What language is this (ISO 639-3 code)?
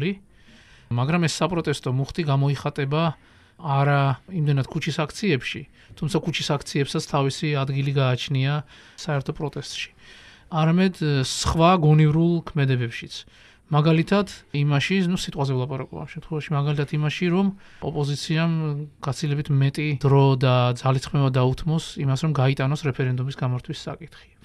kat